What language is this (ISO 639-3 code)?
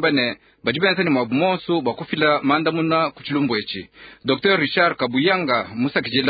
lua